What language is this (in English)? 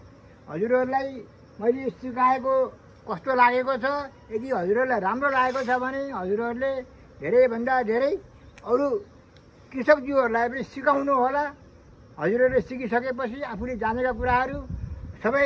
Nepali